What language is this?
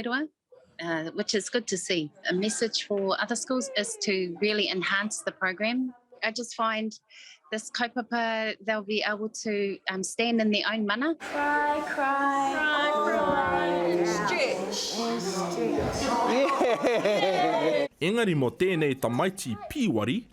Māori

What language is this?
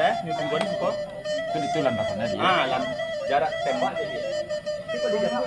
Minangkabau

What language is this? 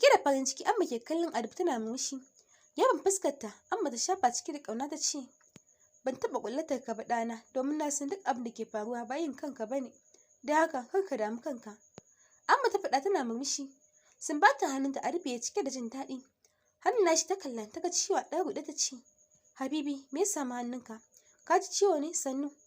Hausa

